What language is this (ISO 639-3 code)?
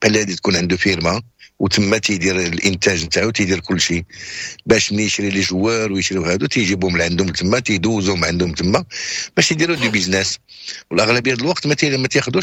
ary